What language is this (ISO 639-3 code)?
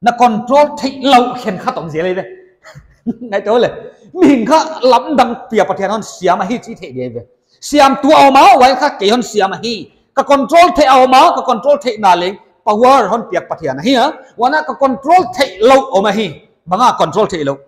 pck